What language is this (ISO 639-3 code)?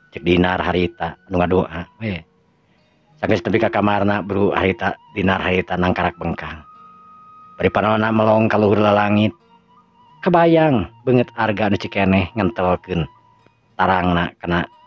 sun